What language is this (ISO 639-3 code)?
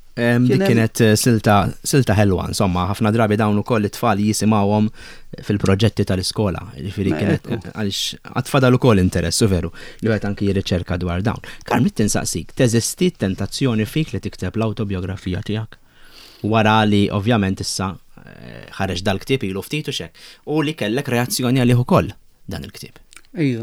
mlt